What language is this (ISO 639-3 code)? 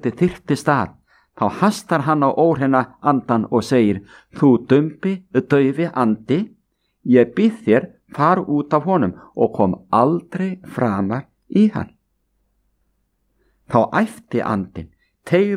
isl